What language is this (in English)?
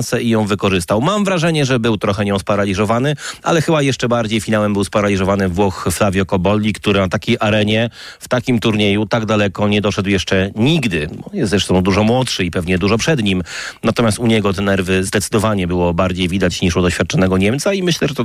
Polish